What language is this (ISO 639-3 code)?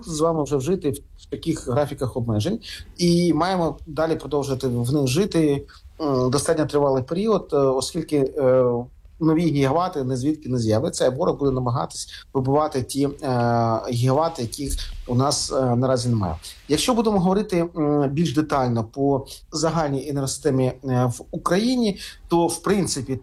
ukr